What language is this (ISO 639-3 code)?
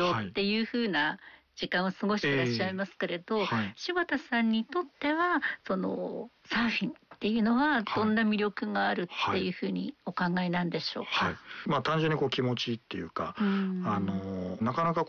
jpn